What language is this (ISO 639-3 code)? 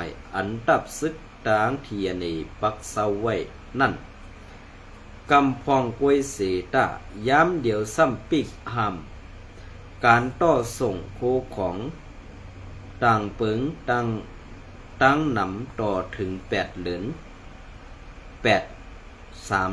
shn